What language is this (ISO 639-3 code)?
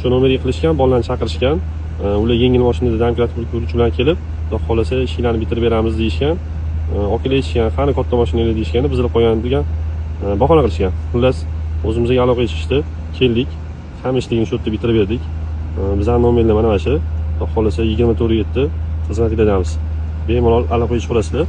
uzb